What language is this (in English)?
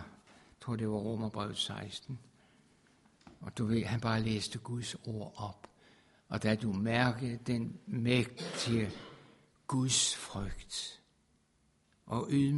Danish